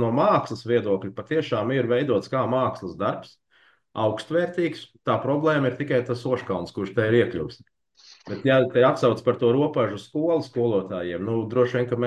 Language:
Latvian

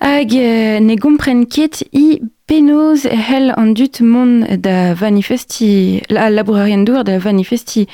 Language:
Breton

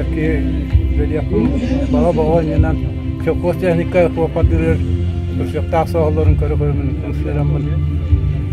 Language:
Yakut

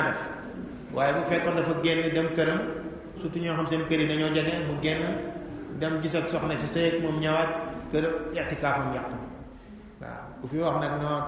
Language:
Wolof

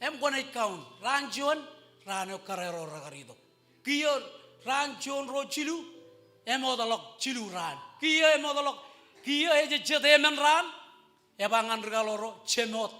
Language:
Marshallese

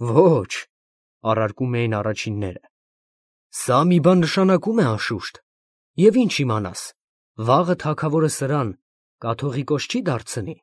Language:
Armenian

